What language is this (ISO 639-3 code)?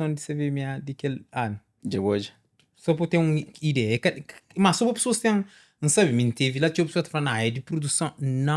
kea